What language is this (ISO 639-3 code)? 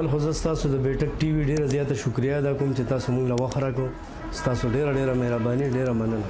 pus